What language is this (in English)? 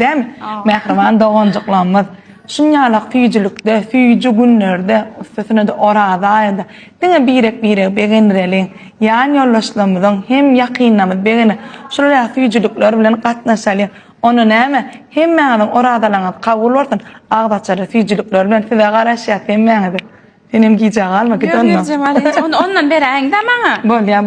Turkmen